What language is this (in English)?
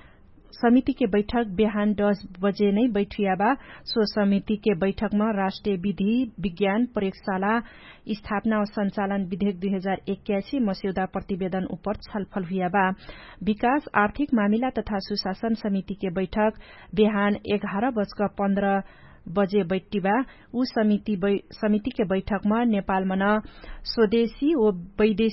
Dangaura Tharu